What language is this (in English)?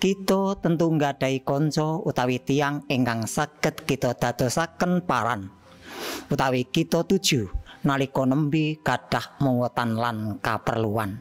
Javanese